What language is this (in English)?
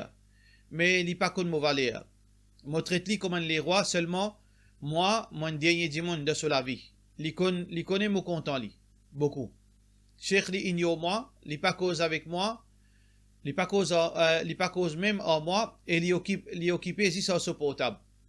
Morisyen